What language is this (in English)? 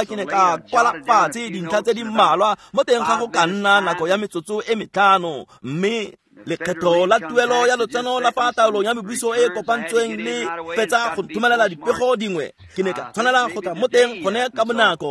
Tswana